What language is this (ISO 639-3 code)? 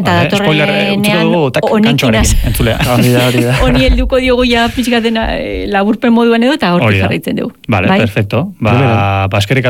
eus